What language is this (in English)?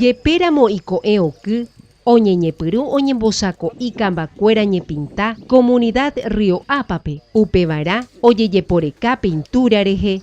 Guarani